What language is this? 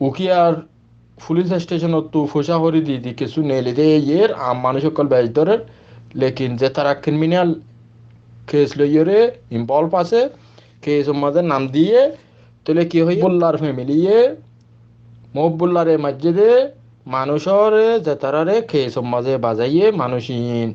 Rohingya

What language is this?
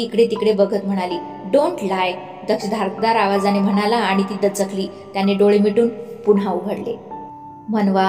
Marathi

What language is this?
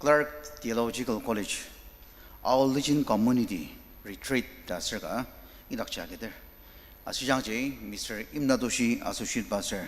Ao Naga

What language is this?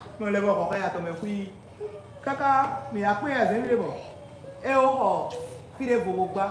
Fon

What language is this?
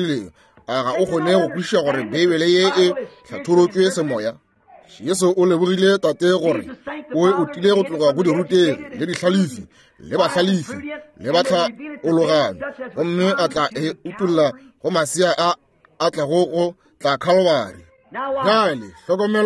Northern Sotho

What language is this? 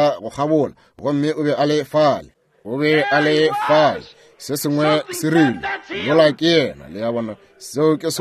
Northern Sotho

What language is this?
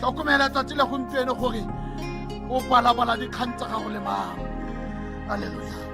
Tswana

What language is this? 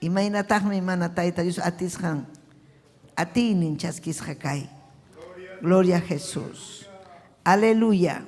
Ayacucho Quechua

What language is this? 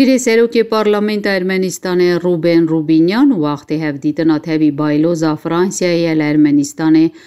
Kurdish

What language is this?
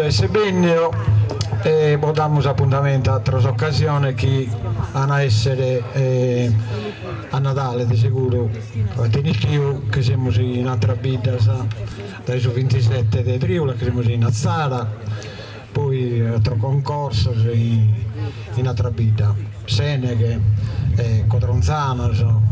Sardinian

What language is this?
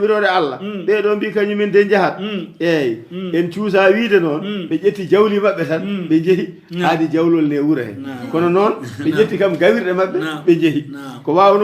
Fula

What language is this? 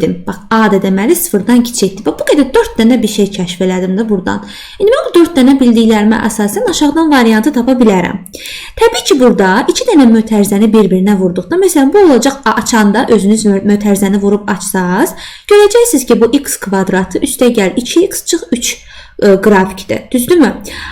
Azerbaijani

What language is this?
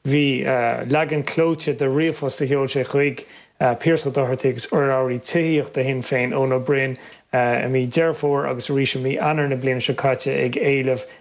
Irish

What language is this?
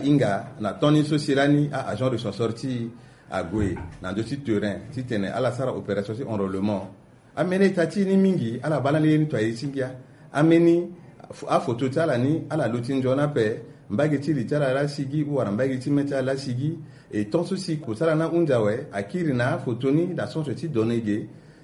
Sango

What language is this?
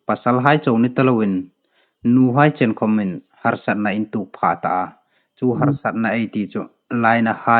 Hmar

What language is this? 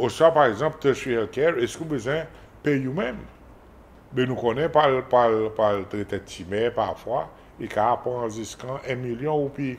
Seselwa Creole French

